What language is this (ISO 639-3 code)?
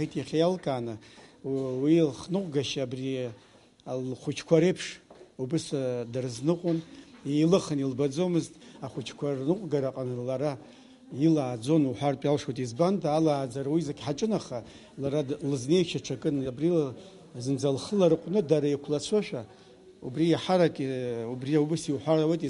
abk